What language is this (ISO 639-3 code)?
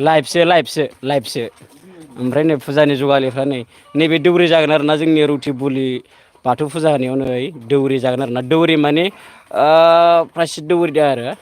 brx